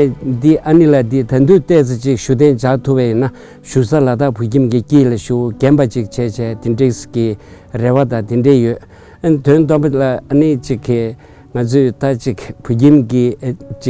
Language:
Tibetan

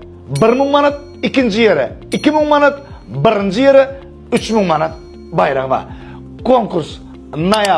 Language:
Turkmen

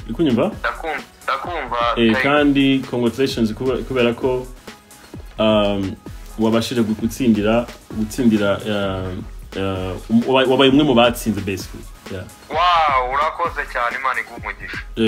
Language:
Kinyarwanda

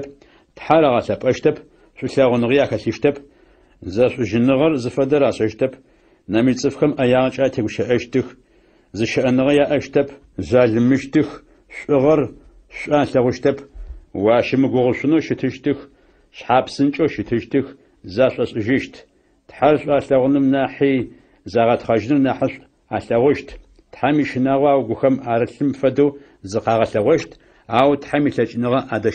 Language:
Adyghe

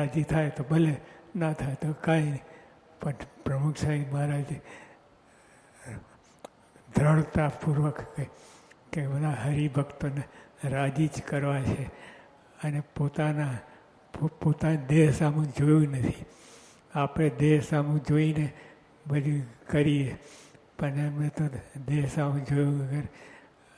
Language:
Gujarati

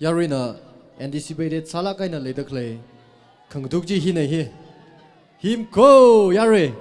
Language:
Tangkhul Naga (India)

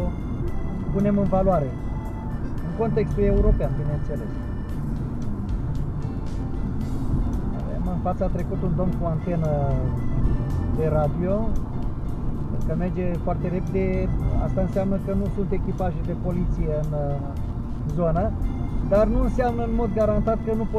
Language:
Romanian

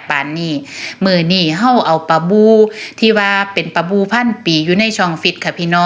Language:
Lao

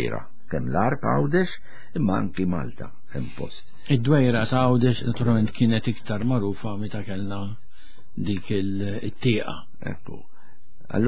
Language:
Maltese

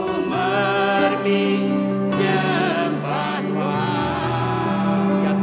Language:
Iban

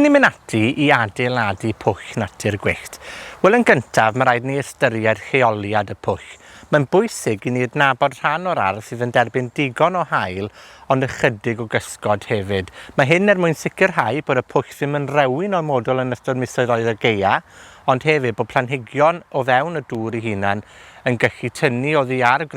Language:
Welsh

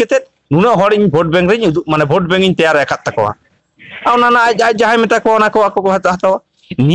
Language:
Santali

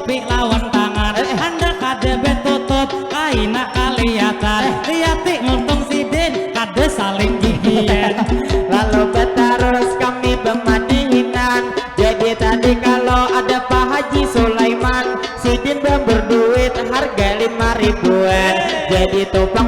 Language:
Banjar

